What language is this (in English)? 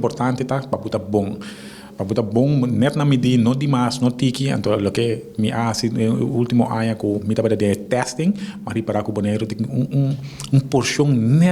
Papiamento